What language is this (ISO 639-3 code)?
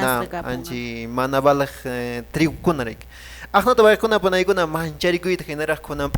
que